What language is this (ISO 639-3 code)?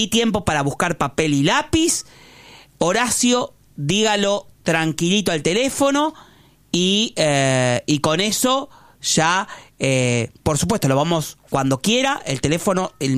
spa